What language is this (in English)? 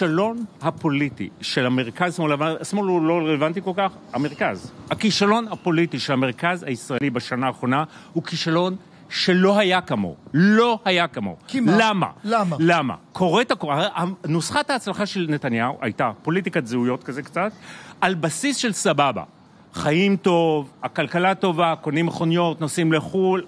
Hebrew